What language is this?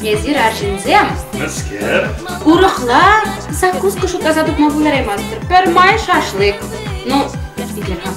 Chuvash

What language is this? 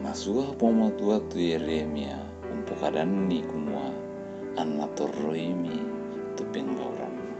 Toraja-Sa'dan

